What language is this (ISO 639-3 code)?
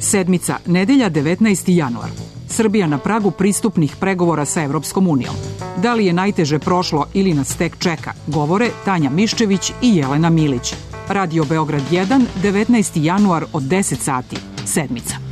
srp